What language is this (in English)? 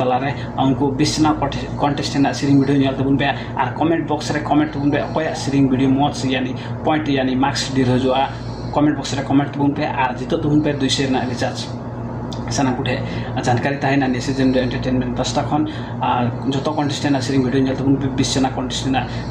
Santali